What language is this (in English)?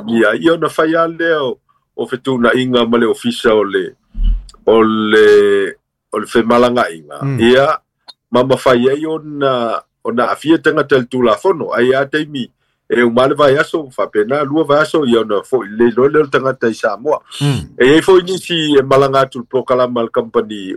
Samoan